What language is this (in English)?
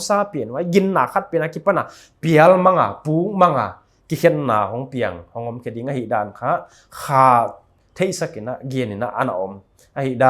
Paite Chin